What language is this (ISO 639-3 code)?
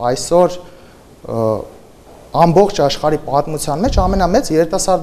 hye